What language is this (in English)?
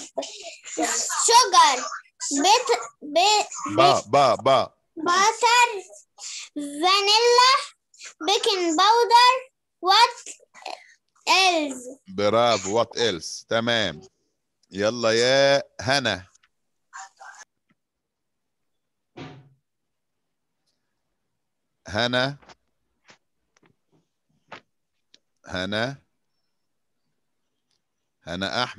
Egyptian Arabic